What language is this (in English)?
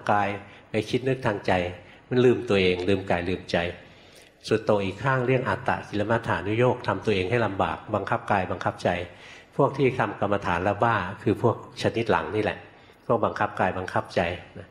Thai